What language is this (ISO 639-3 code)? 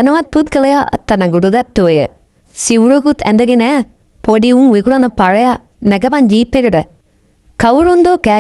sin